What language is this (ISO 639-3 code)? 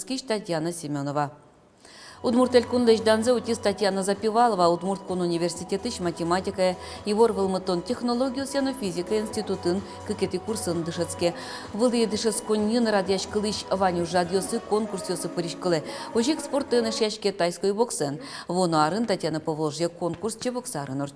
udm